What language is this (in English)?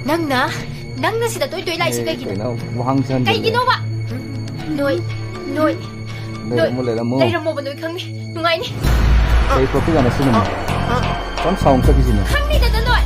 Manipuri